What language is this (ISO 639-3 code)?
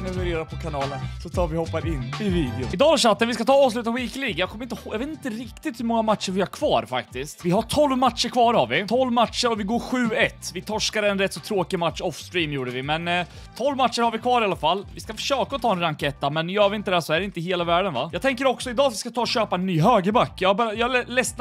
swe